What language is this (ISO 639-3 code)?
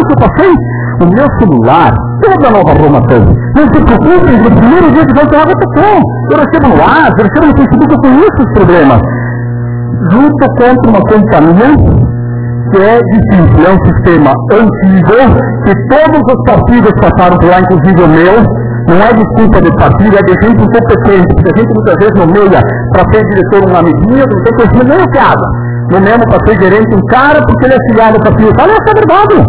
por